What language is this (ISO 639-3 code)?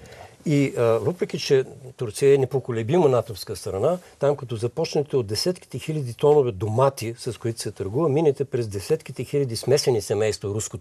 bul